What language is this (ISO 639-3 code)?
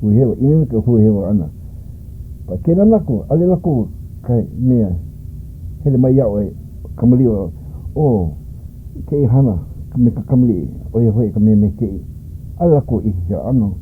haw